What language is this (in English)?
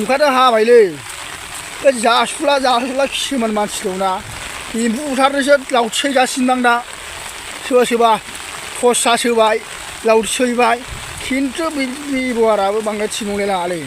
Bodo